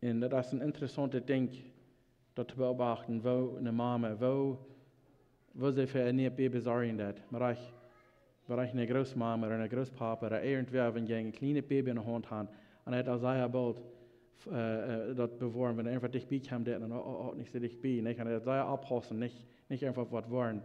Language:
Plautdietsch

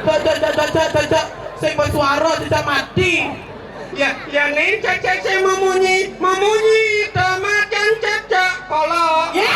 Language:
Balinese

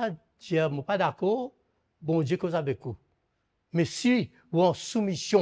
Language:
Morisyen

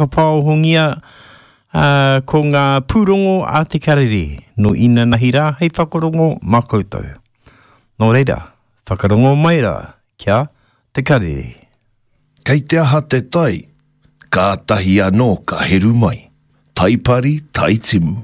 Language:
Māori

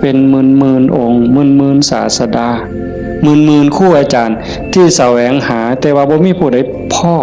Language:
Northeastern Thai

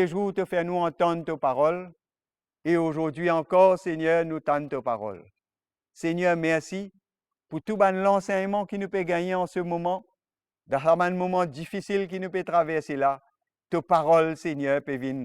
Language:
Morisyen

